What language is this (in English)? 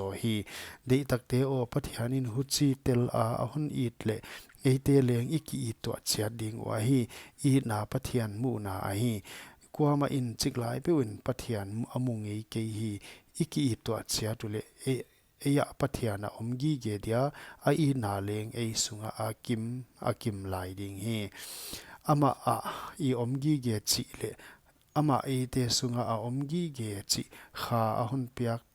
Paite Chin